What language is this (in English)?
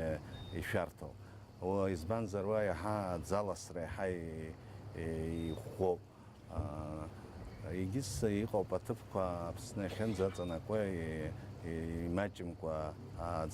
Abkhazian